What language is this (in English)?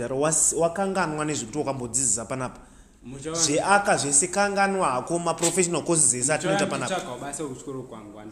Shona